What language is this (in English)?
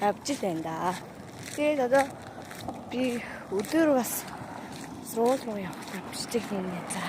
Mongolian